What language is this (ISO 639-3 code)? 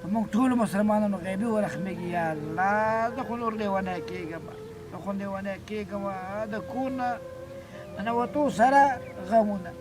pus